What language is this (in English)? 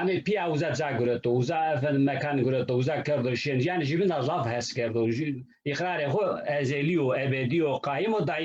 Zaza